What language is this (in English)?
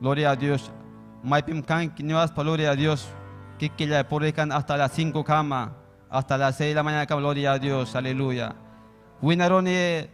Ayacucho Quechua